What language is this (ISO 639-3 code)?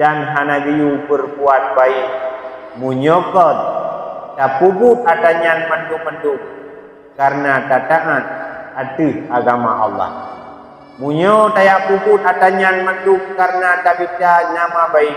ace